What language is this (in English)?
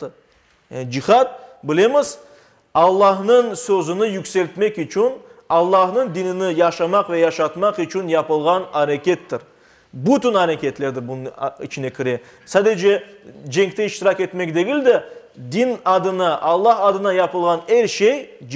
Crimean Tatar